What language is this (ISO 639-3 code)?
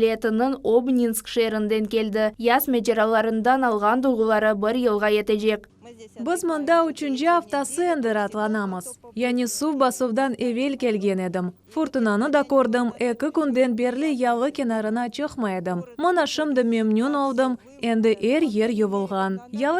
crh